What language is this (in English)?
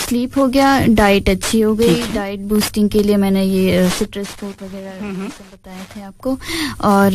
Urdu